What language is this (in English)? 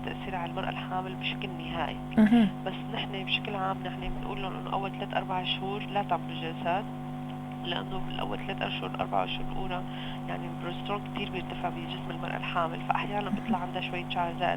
North Levantine Arabic